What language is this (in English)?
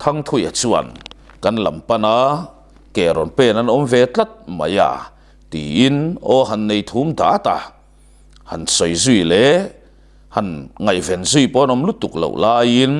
Mizo